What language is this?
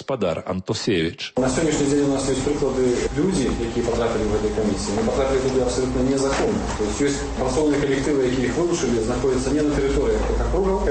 Belarusian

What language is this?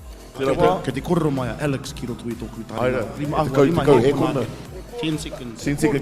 Māori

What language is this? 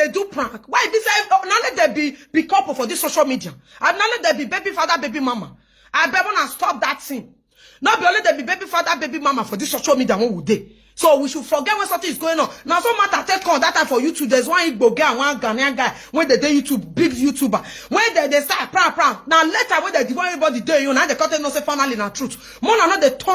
Nigerian Pidgin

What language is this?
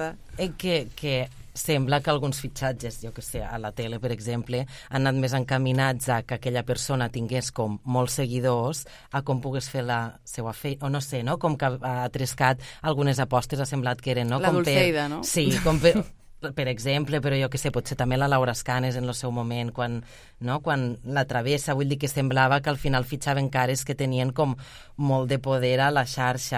Catalan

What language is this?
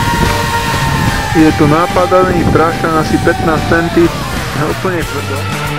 Slovak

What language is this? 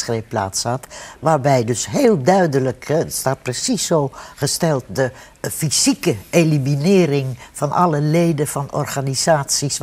Dutch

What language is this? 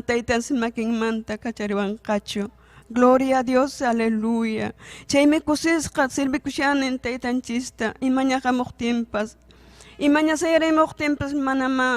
Ayacucho Quechua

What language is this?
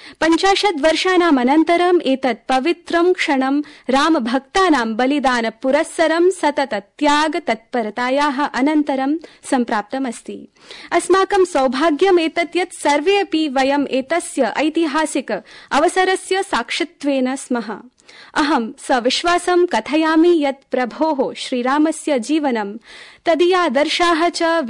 Sanskrit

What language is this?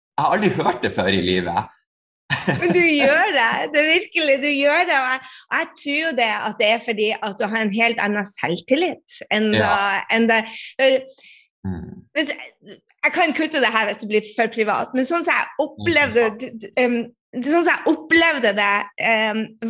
Norwegian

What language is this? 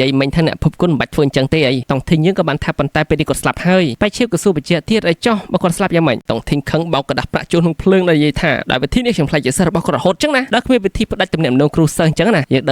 Khmer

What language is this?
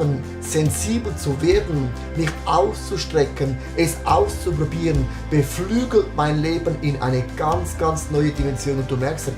Swiss German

